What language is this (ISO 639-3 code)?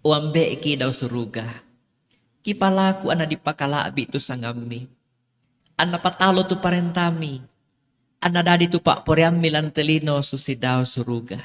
sda